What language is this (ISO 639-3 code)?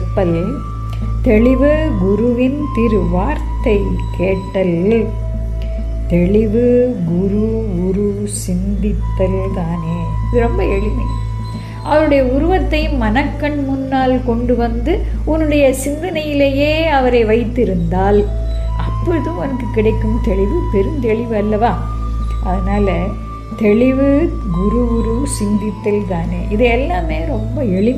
tam